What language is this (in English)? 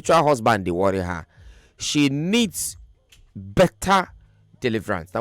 Nigerian Pidgin